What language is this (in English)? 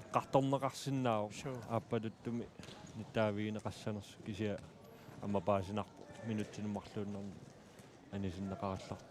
Kalaallisut